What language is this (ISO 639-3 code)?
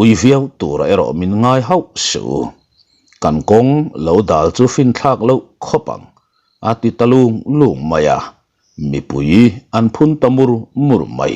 lus